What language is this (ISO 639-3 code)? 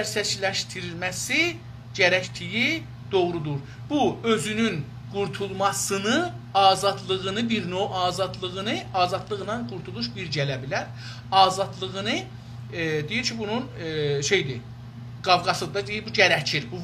azb